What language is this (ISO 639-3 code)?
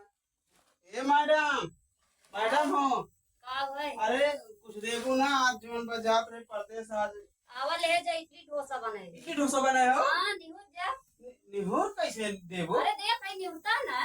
awa